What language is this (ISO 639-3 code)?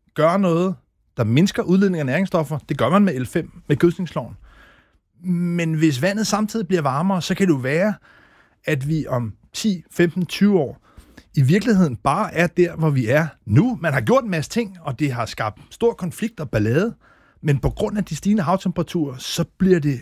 dan